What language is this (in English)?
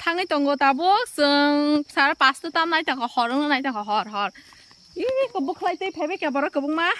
Kok Borok